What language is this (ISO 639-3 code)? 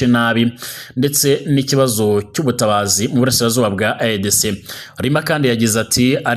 run